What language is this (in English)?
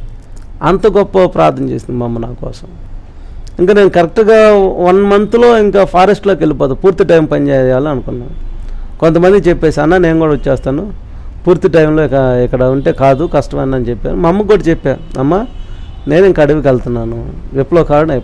Telugu